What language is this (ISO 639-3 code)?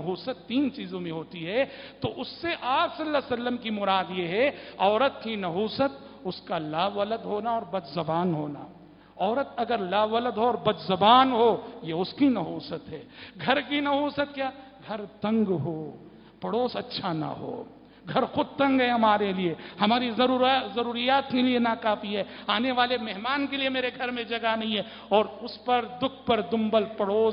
urd